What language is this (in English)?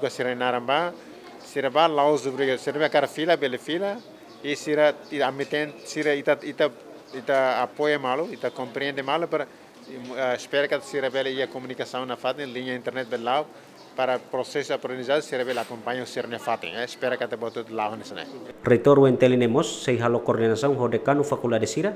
Tetum